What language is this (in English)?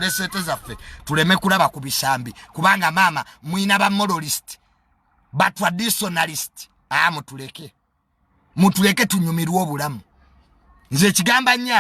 Ganda